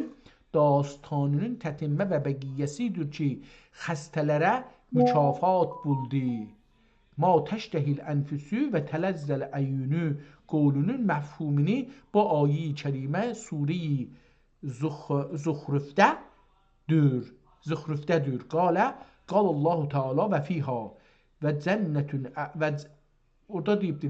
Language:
South Azerbaijani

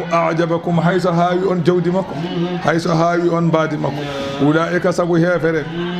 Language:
Fula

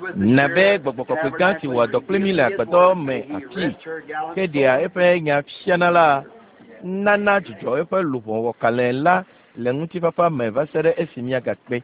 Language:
Ewe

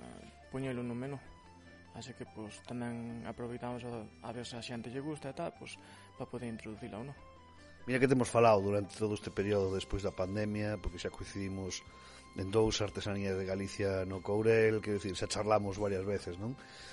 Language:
Galician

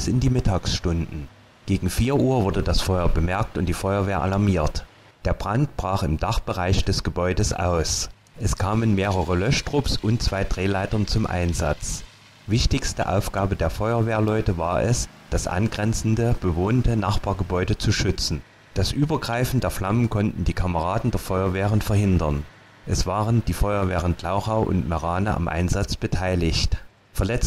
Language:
German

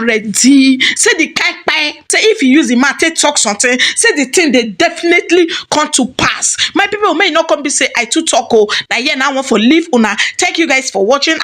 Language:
Nigerian Pidgin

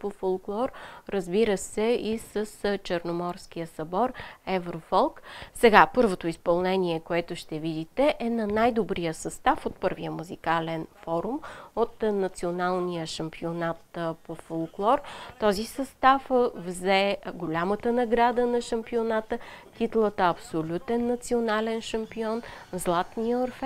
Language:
Bulgarian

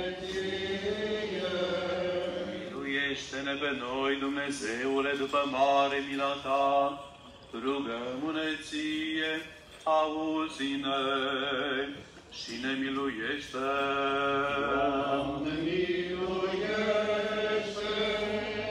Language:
Romanian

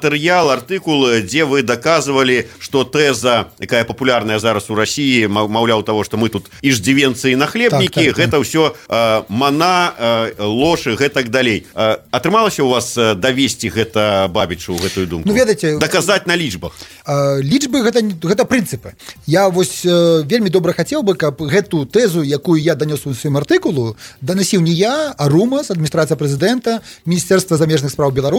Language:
Belarusian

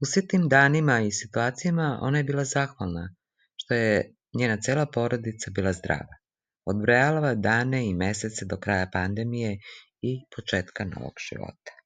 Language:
Serbian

